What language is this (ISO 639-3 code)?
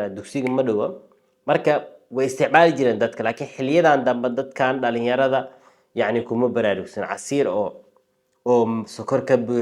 som